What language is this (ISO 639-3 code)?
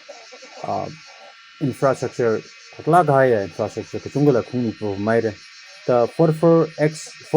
nmf